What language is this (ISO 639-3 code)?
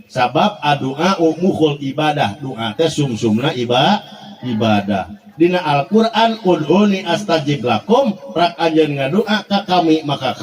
sun